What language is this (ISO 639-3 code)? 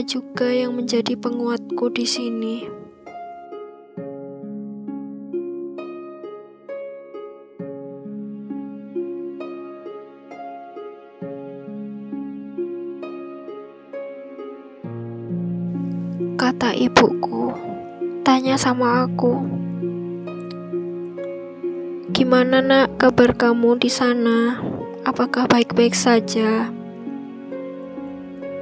ind